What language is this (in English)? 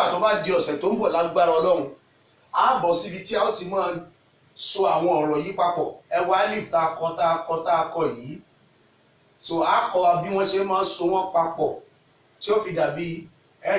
Yoruba